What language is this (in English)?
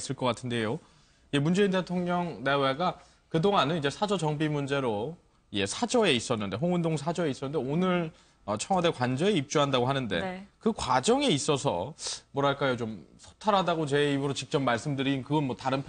Korean